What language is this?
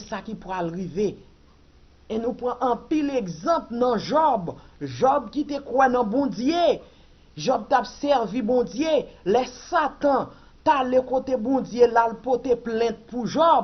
Haitian Creole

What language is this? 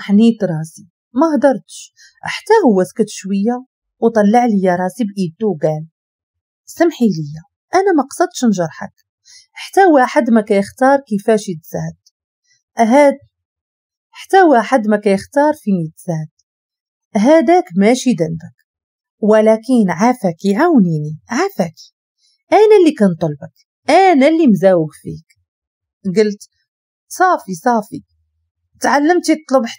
Moroccan Arabic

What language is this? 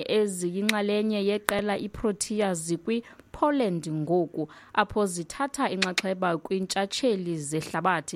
Xhosa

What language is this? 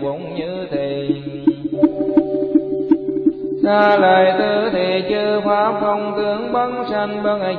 Vietnamese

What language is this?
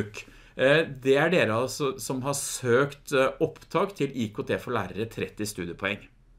Norwegian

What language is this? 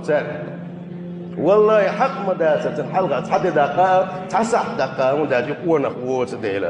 Chechen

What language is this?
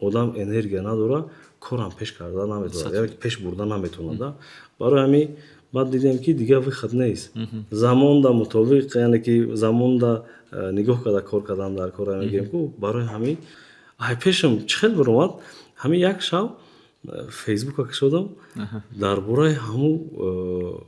Tajik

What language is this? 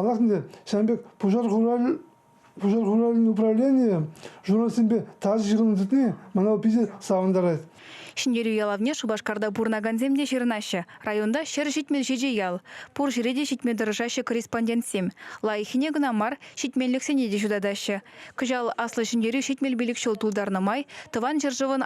Chuvash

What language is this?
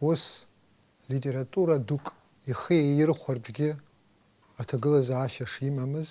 Abkhazian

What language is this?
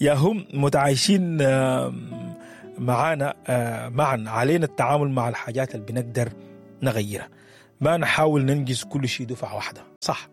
Sudanese Arabic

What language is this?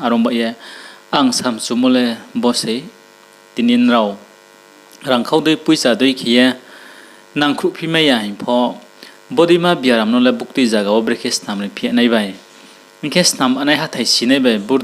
Riang (India)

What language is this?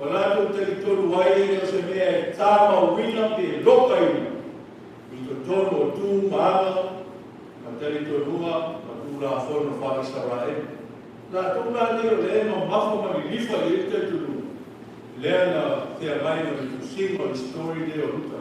Samoan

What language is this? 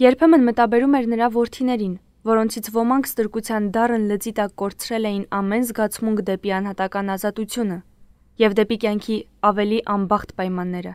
Armenian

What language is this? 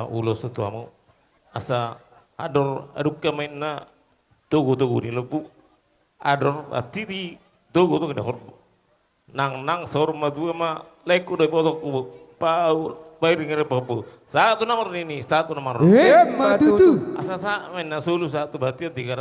Batak Toba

